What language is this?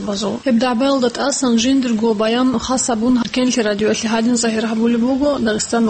Avaric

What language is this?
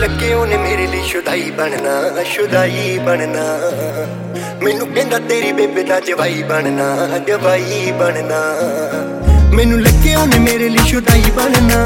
Punjabi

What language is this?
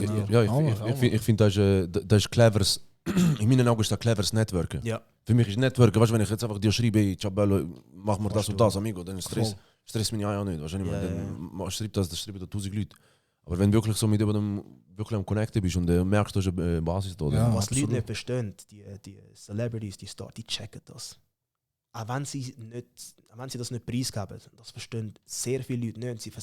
Swiss German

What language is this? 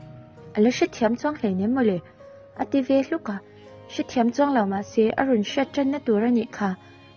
Mizo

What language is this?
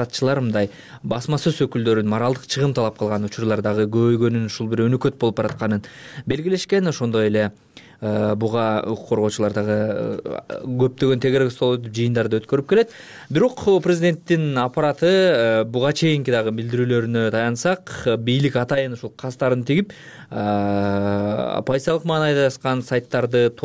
Kyrgyz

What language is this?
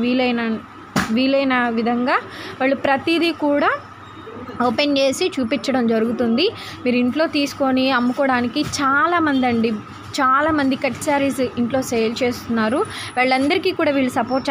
Telugu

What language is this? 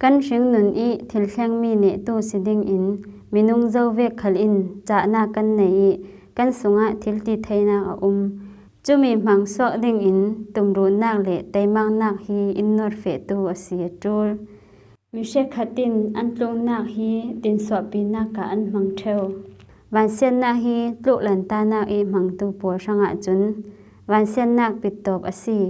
Falam Chin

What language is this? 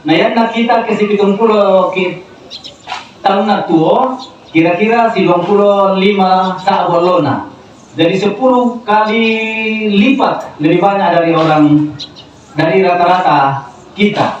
Toraja-Sa'dan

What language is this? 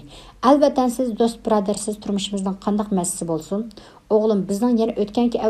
Uyghur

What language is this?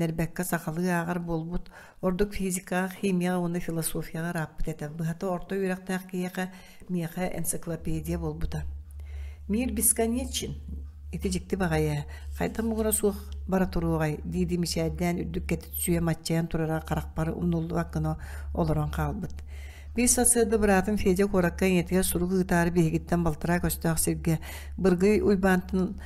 Yakut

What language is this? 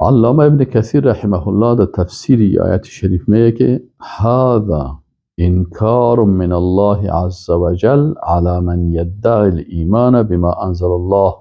Persian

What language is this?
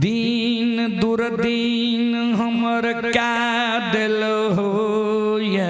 Maithili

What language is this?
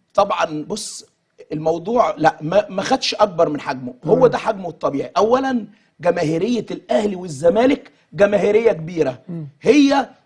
Egyptian Arabic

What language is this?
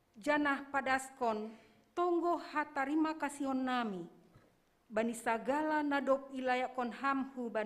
Batak Simalungun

